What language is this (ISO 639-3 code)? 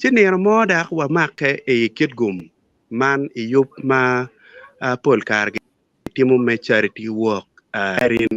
ach